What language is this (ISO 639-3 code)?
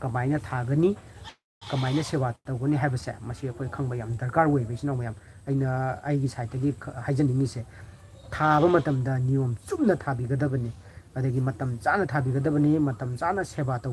mni